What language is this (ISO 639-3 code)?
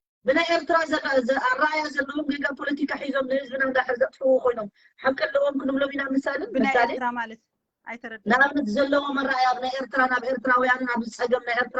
tir